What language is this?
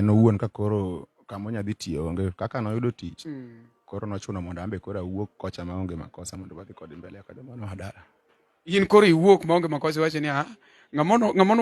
Luo (Kenya and Tanzania)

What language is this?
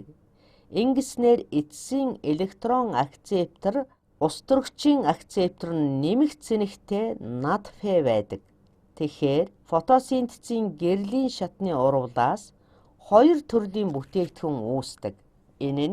Mongolian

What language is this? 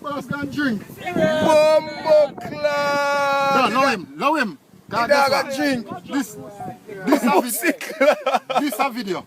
Jamaican Creole English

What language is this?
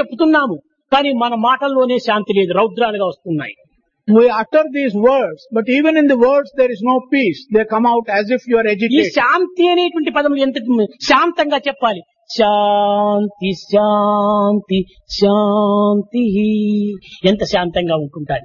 Telugu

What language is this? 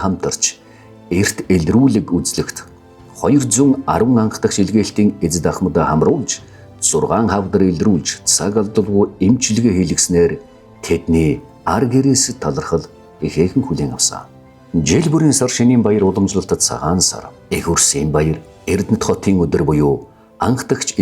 Mongolian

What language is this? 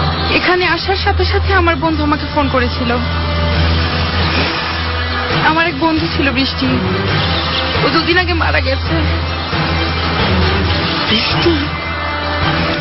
Bangla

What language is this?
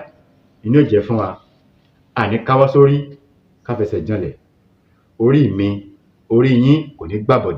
Yoruba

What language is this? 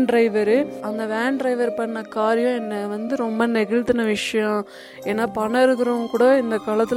Tamil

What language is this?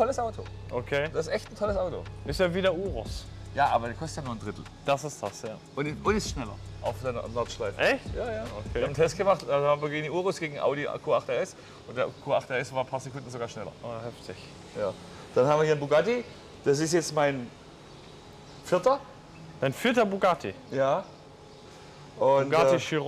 German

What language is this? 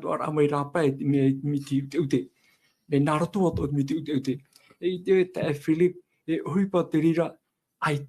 Tahitian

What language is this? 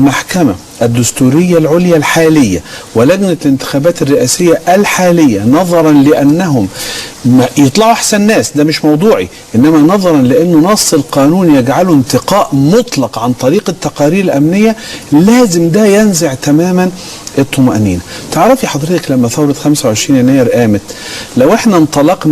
Egyptian Arabic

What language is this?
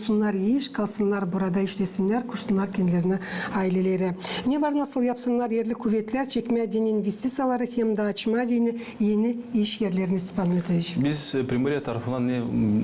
Gagauz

